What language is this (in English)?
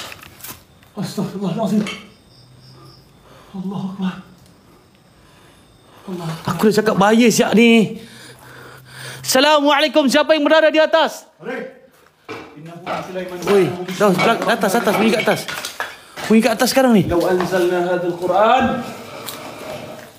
Malay